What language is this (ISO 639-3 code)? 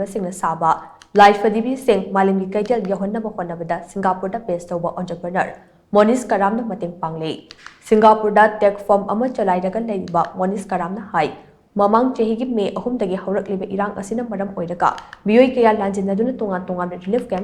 mni